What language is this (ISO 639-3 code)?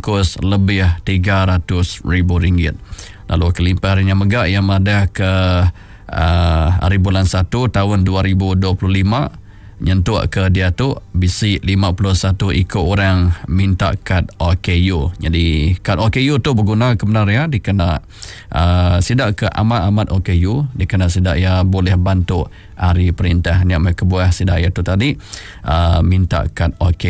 iba